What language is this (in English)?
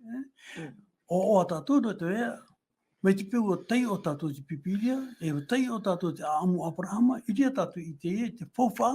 Tahitian